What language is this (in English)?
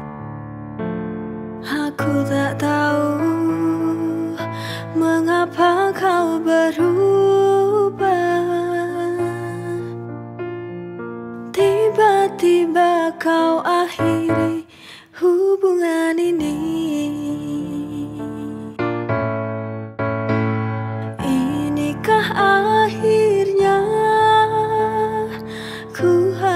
Indonesian